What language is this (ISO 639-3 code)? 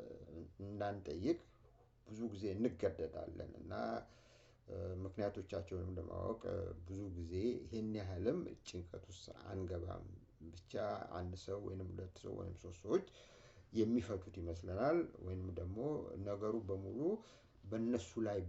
amh